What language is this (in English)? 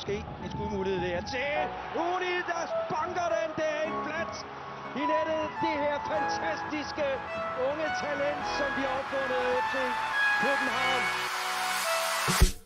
Danish